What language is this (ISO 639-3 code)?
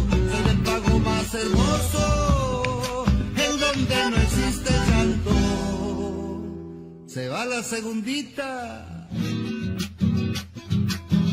spa